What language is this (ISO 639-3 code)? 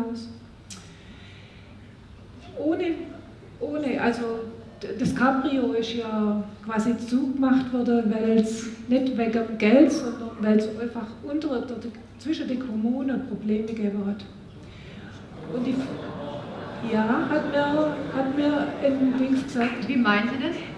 deu